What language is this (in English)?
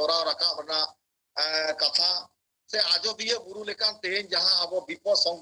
Santali